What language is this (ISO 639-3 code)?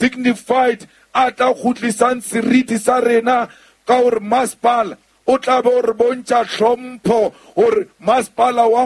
sot